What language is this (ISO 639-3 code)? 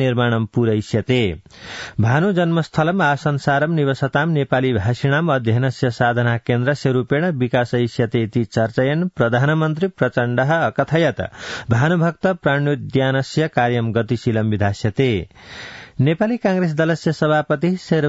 san